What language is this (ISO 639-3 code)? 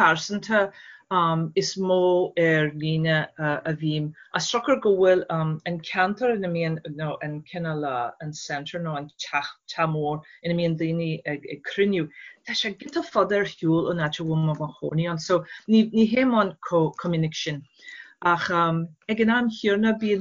gle